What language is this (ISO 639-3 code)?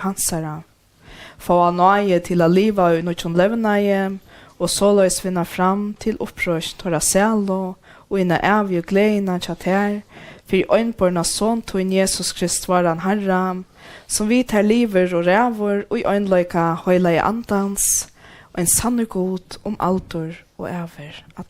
fao